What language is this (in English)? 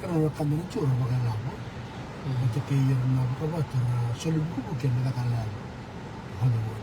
Fijian